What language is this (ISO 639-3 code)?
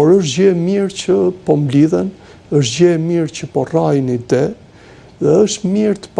sqi